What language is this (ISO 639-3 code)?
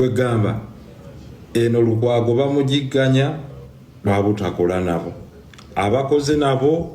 lug